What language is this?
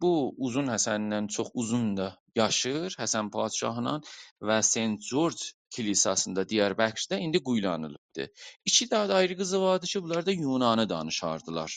South Azerbaijani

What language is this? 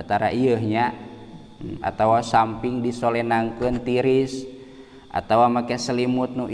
Sundanese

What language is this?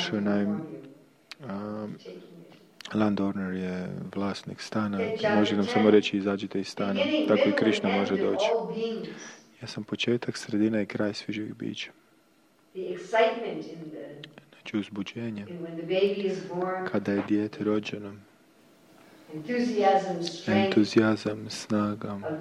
Croatian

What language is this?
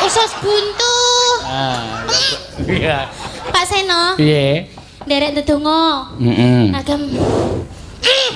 Javanese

